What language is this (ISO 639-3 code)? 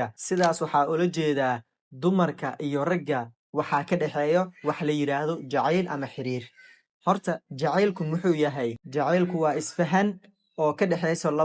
som